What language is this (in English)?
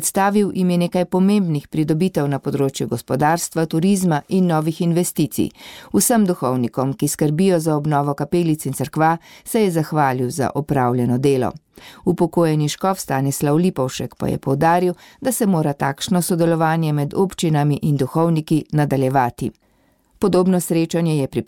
Slovenian